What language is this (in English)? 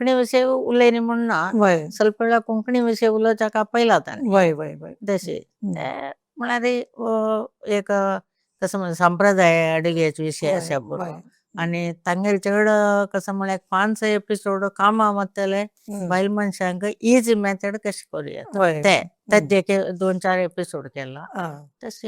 Konkani